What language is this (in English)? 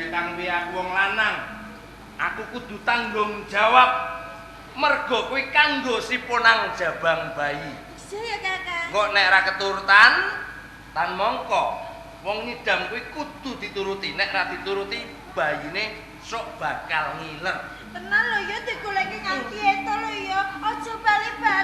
Javanese